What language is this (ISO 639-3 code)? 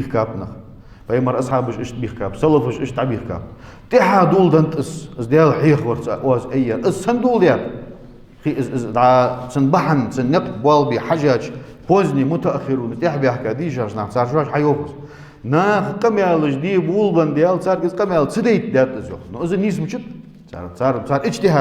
inh